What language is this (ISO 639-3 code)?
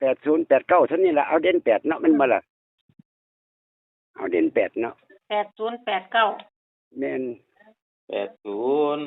tts